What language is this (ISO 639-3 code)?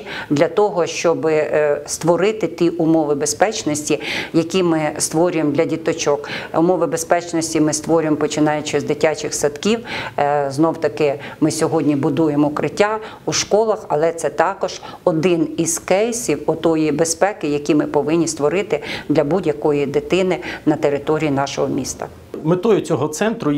ukr